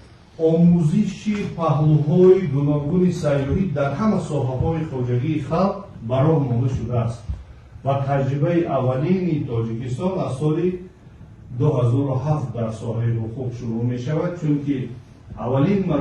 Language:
Tajik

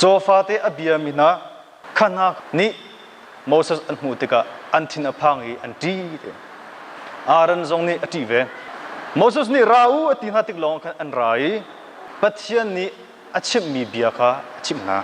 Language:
Hakha Chin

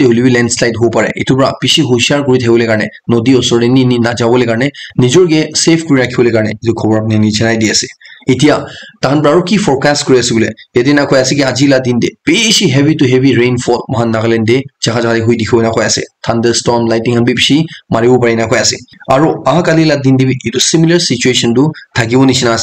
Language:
Naga Pidgin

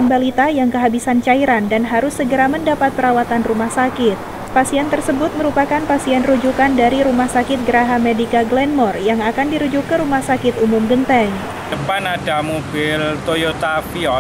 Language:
Indonesian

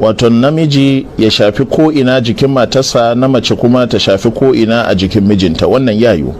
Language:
Hausa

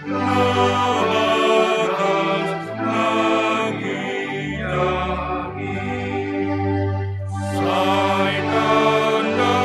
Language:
Batak Simalungun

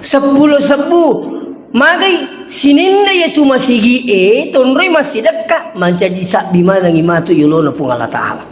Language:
Buginese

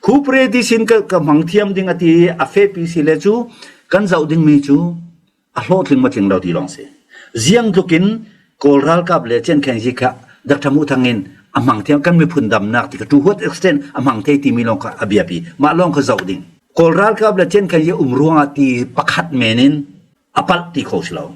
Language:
Falam Chin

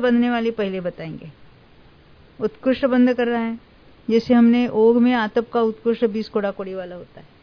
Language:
Hindi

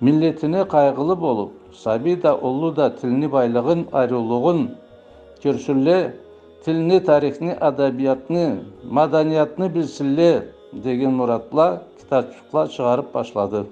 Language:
Karachay-Balkar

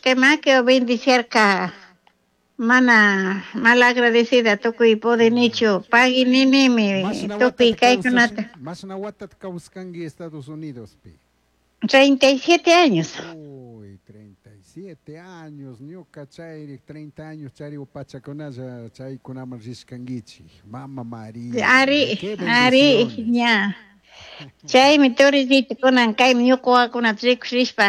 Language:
Chimborazo Highland Quichua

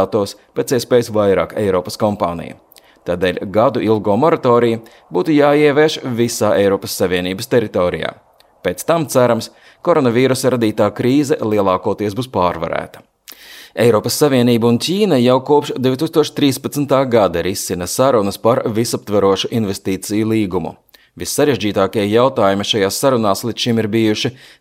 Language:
Latvian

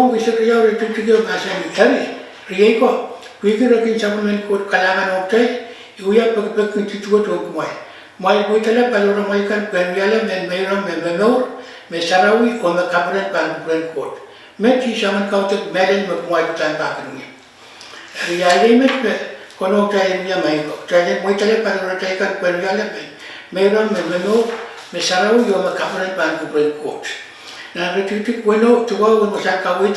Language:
Pohnpeian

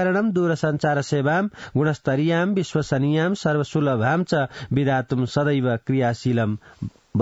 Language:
Sanskrit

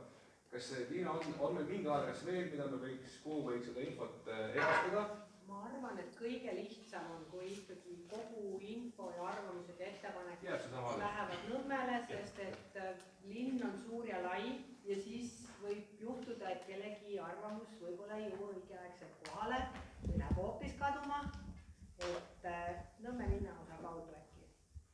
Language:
Estonian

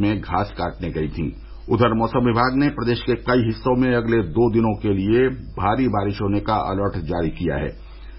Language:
Hindi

